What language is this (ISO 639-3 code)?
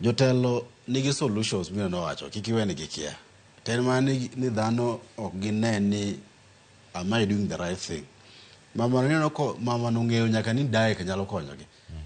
luo